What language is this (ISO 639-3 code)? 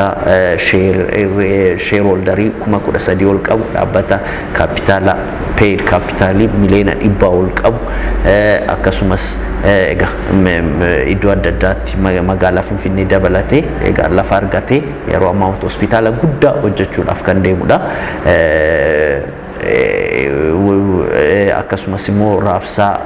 orm